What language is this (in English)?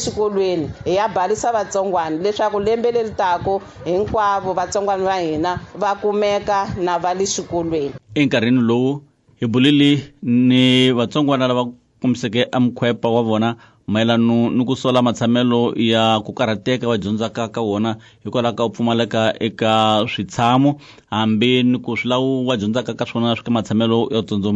Tsonga